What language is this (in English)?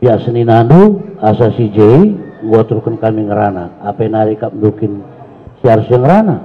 Batak Karo